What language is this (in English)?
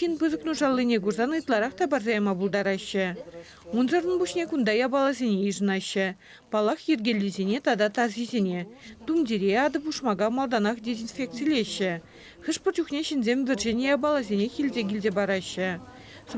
Chuvash